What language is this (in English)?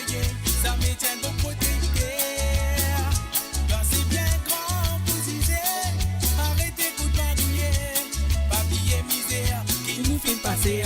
Morisyen